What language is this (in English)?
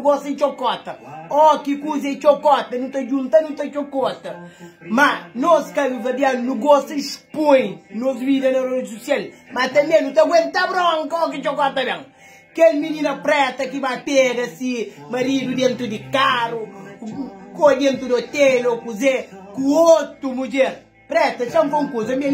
Kabuverdianu